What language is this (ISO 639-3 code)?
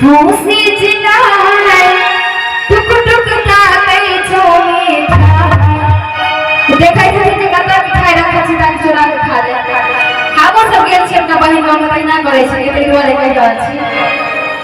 mai